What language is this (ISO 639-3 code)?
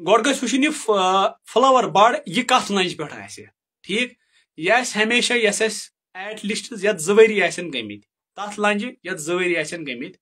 kas